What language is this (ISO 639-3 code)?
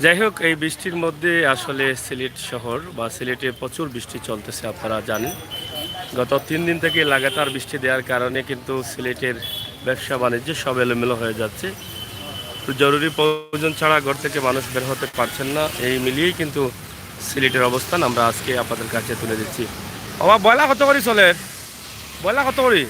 syl